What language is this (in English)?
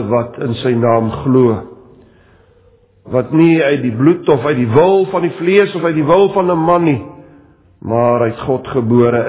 Afrikaans